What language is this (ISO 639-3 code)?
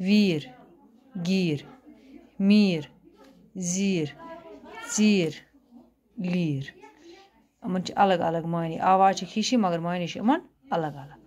kas